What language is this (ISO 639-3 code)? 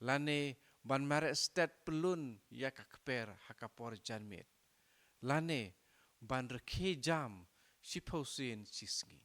kha